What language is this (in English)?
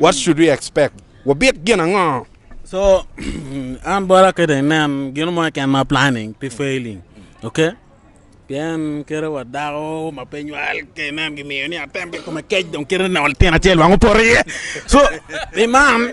Acoli